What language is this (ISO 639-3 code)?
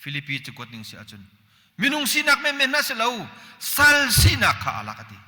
cnh